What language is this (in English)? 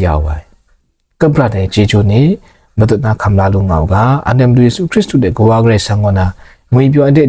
Kachin